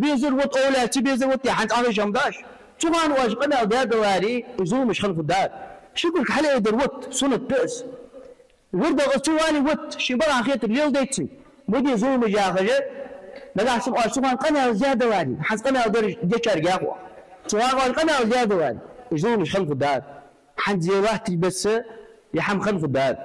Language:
Ingush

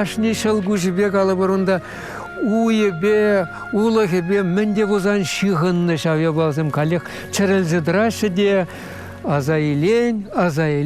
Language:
Chuvash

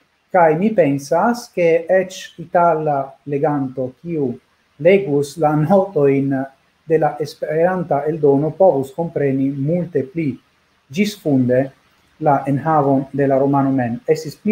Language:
Esperanto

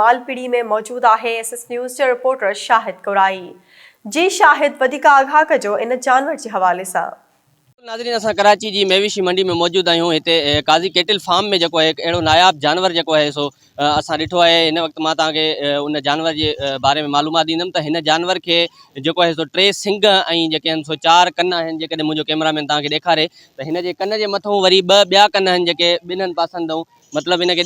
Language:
Sindhi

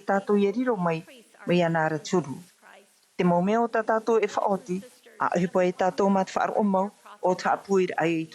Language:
Tahitian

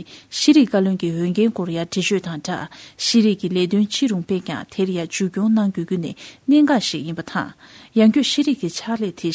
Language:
Tibetan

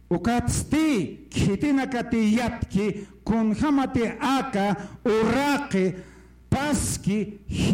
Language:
Aymara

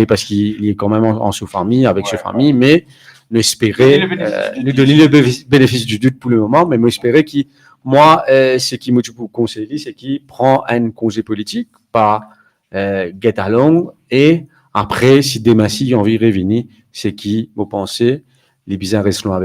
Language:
Morisyen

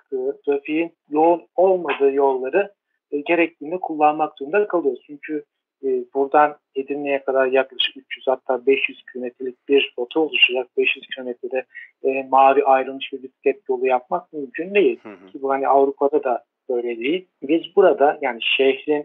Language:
Turkish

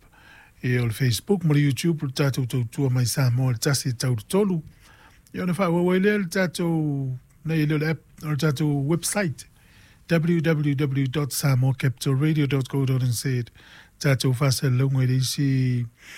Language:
Samoan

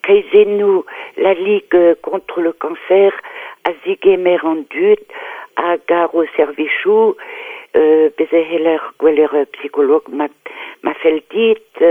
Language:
Breton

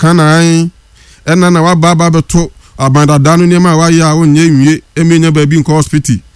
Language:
Akan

